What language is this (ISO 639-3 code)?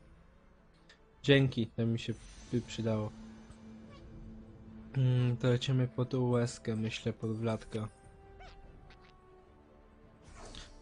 pol